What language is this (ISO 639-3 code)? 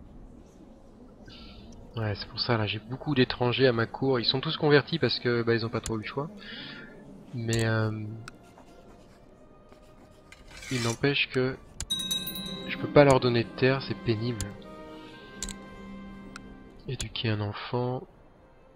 fra